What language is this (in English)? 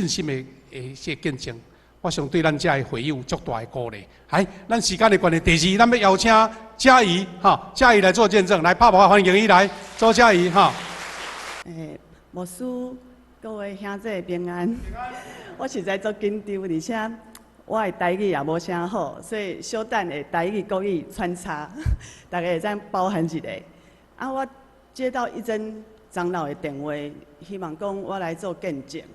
Min Nan Chinese